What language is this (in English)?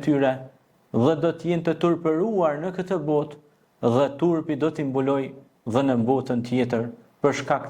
Albanian